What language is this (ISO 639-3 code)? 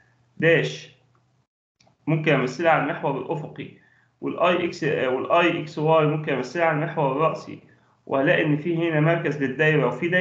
arz